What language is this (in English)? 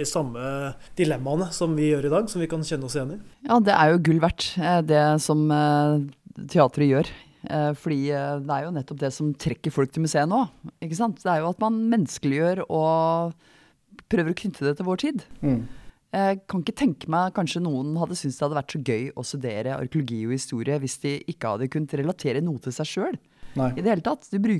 Norwegian